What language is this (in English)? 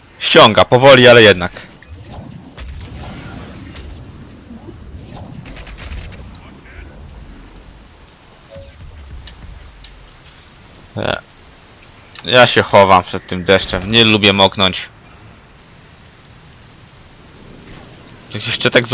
Polish